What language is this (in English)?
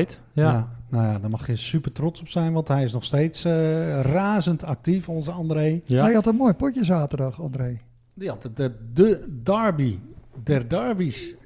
Dutch